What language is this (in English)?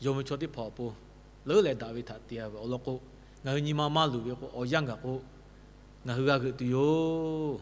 Lahu